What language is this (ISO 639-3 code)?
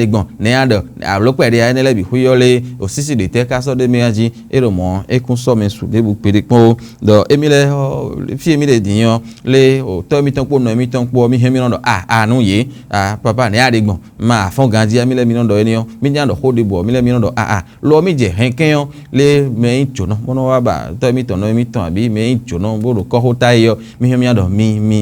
fon